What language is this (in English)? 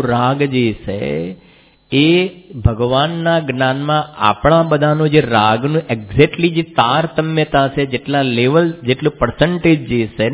Gujarati